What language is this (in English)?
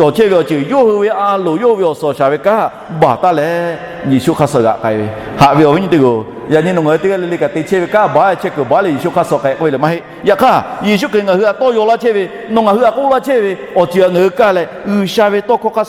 Lahu